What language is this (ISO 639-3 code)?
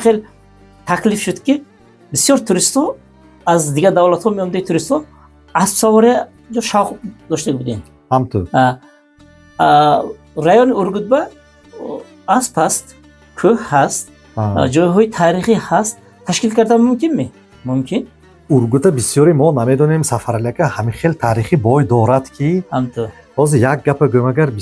tgk